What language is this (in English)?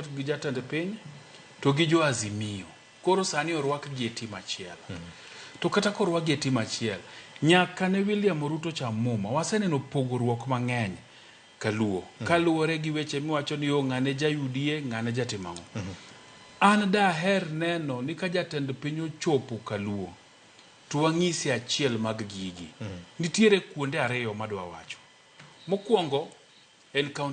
Luo (Kenya and Tanzania)